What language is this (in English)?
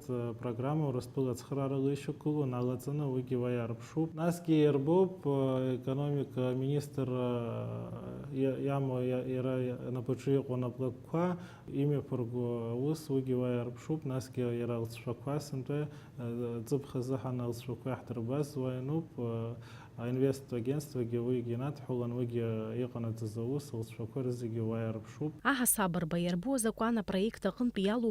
Abkhazian